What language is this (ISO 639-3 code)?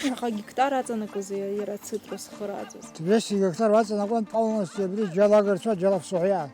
abk